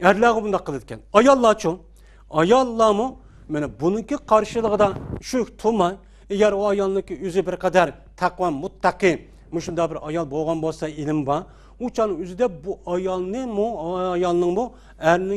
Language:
Uyghur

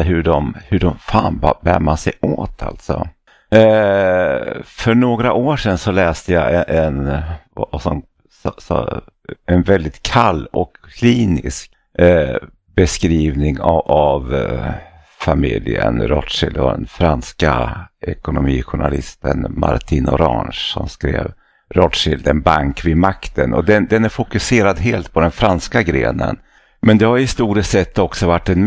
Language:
Swedish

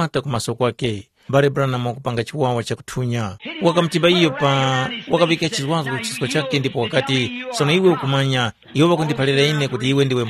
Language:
Tumbuka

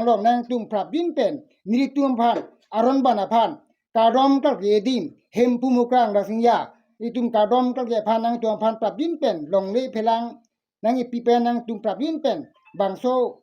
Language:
Karbi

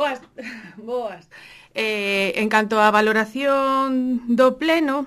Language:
Galician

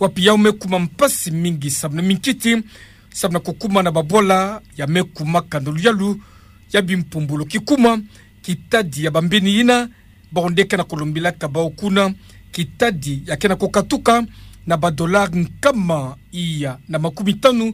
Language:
Kituba (Democratic Republic of Congo)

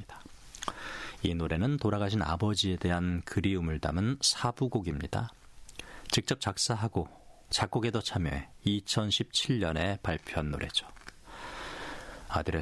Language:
Korean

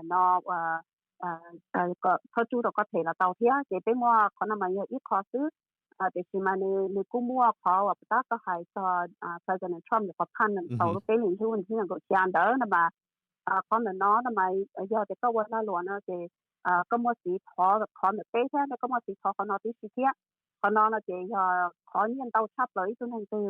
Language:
Hmong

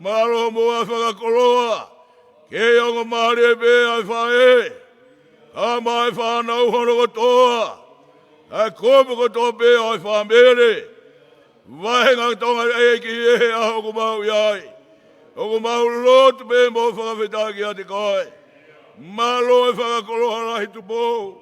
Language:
Tongan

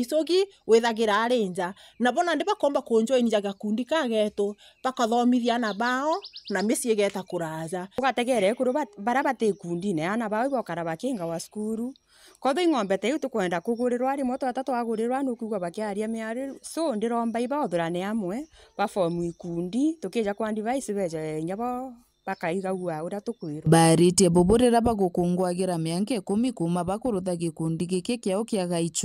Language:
Meru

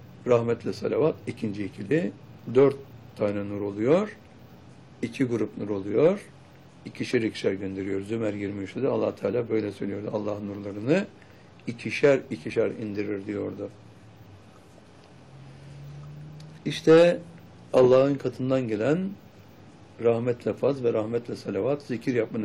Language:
Turkish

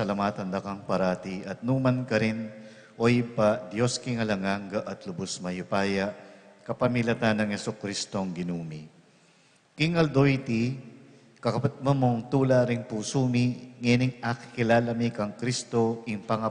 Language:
Pampanga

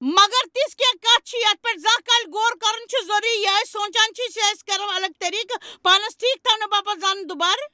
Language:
Kashmiri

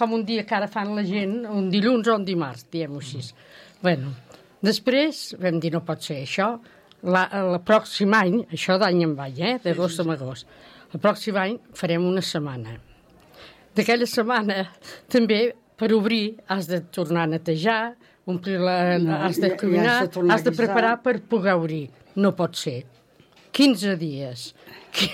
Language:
Catalan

